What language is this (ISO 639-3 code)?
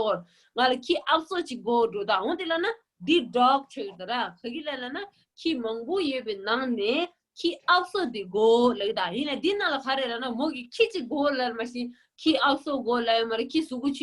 bod